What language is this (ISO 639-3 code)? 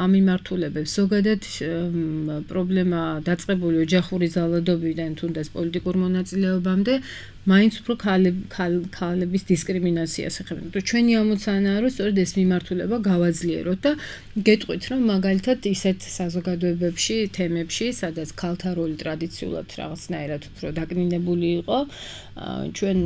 kat